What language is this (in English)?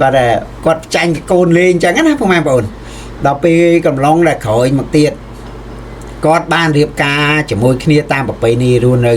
Khmer